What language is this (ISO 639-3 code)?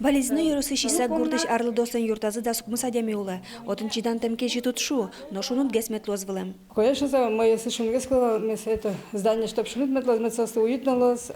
udm